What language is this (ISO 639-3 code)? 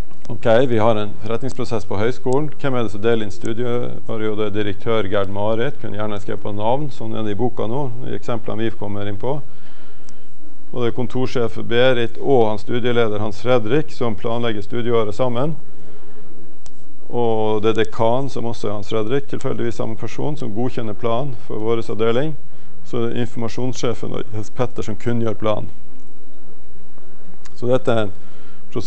nor